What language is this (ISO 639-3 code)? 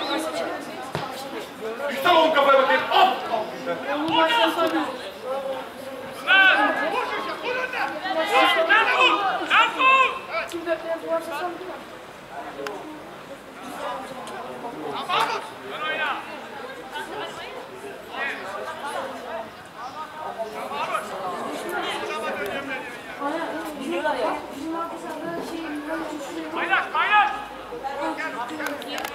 tur